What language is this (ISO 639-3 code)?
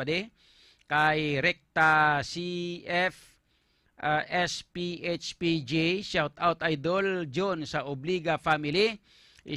hil